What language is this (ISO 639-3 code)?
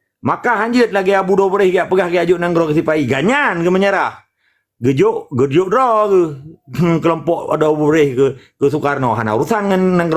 ace